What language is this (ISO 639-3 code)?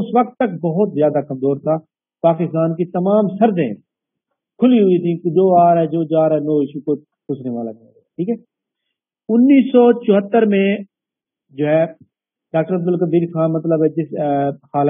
urd